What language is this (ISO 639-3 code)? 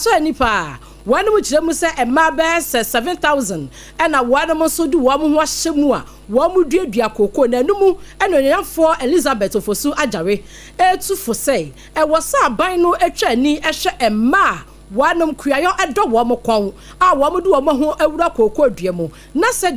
aka